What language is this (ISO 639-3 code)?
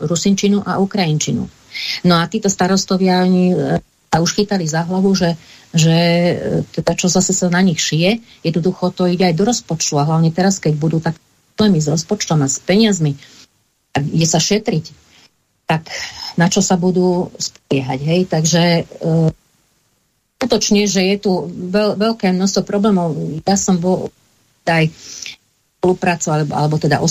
slk